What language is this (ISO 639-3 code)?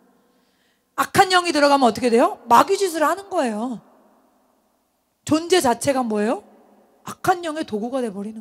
kor